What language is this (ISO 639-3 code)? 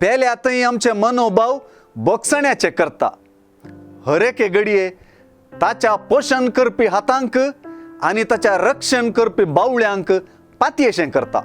kok